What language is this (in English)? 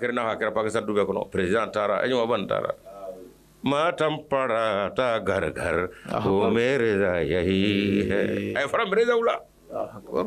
Bambara